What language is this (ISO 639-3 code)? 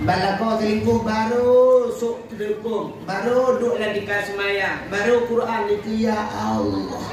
ace